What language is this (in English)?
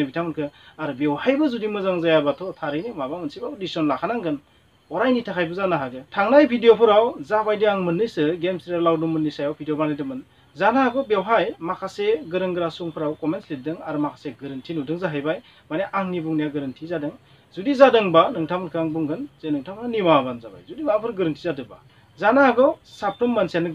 Bodo